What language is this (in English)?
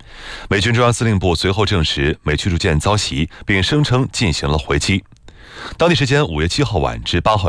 Chinese